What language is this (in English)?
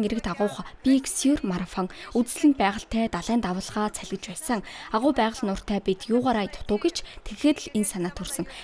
Mongolian